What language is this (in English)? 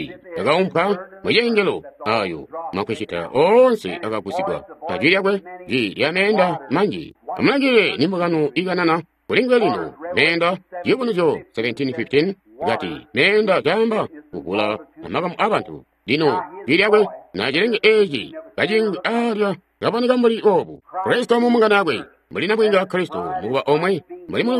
Tonga (Zambia)